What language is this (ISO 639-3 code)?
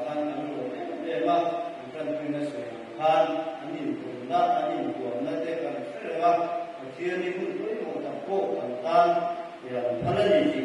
lus